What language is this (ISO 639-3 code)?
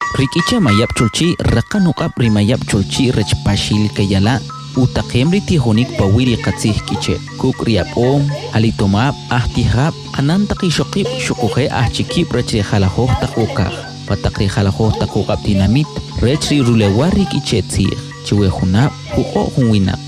quc